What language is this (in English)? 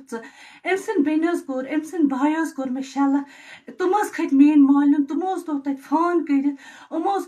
Kashmiri